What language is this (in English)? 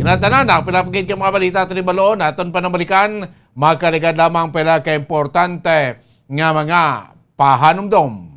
Hiligaynon